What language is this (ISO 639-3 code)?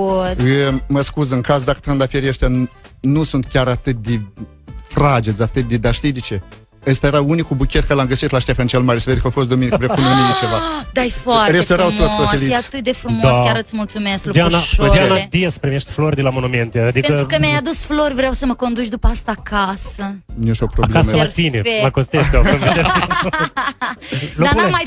ron